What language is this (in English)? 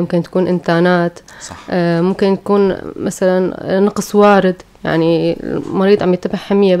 North Levantine Arabic